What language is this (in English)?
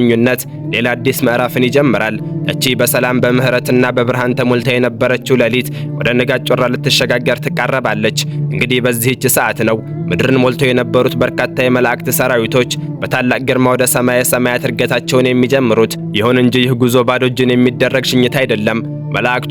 Amharic